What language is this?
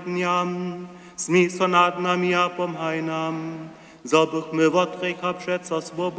Upper Sorbian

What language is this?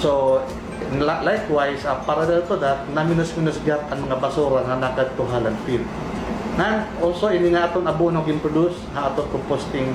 Waray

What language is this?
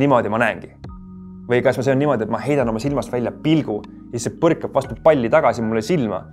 Estonian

